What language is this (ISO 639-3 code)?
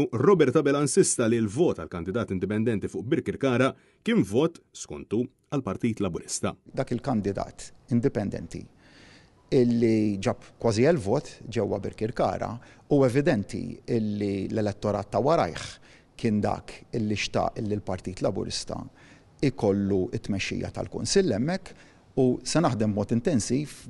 mlt